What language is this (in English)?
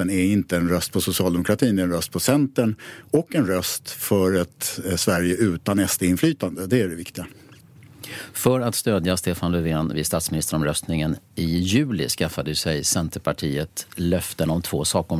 Swedish